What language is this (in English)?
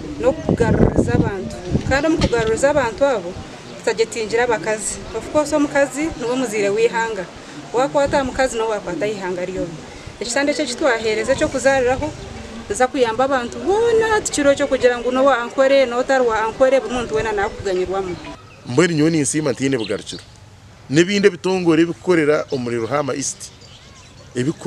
Nyankole